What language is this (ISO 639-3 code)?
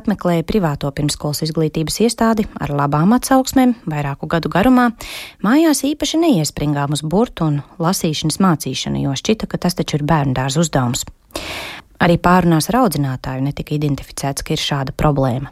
lav